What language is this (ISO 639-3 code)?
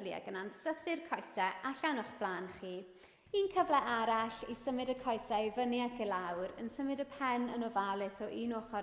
cym